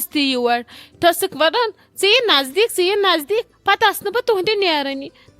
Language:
Kashmiri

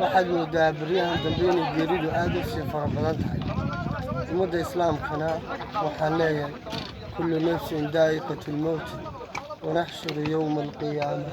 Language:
Somali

